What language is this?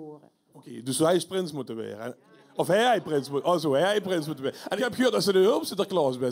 Limburgish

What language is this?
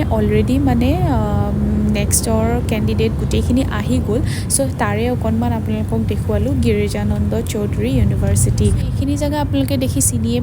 Assamese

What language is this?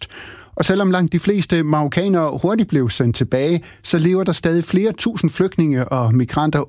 Danish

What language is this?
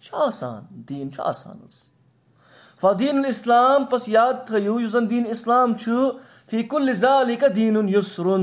Kashmiri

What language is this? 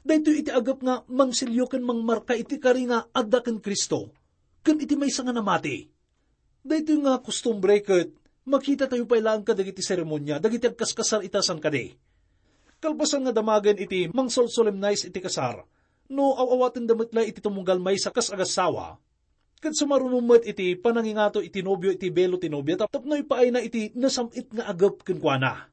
Iloko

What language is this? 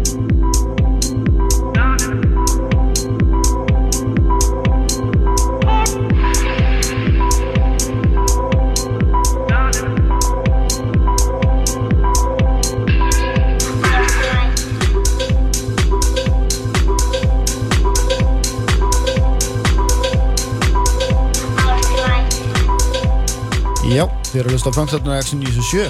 Icelandic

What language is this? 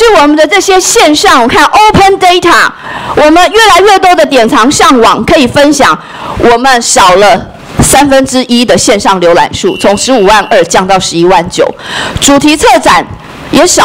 Chinese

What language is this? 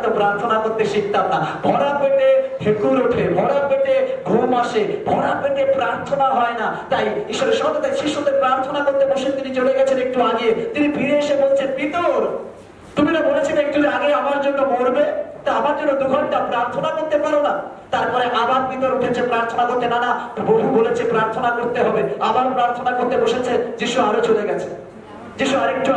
Bangla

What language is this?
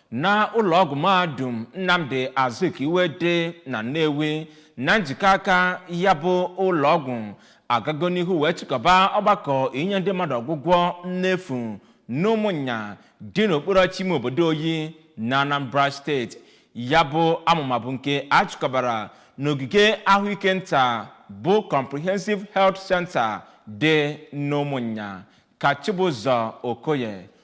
Igbo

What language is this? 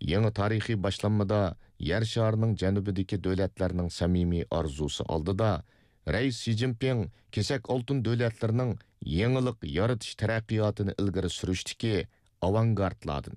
Uyghur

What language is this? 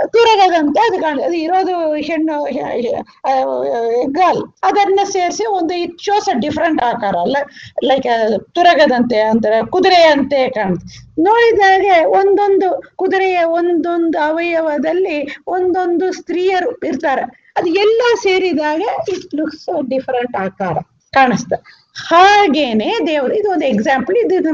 Kannada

